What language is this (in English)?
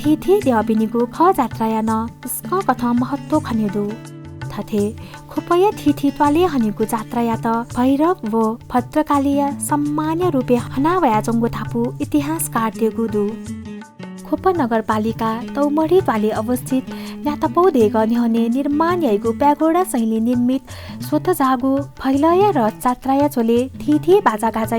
Newari